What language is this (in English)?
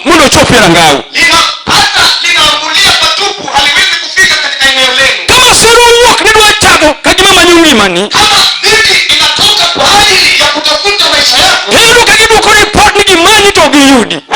Luo (Kenya and Tanzania)